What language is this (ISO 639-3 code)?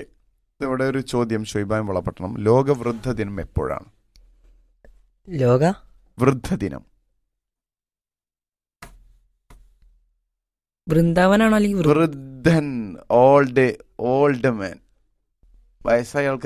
mal